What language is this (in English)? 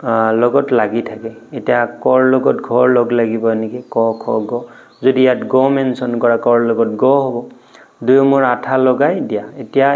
Assamese